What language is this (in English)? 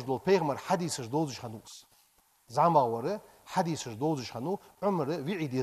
Ingush